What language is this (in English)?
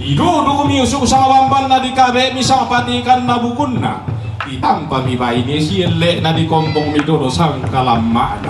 Toraja-Sa'dan